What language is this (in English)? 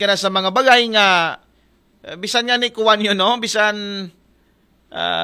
Aklanon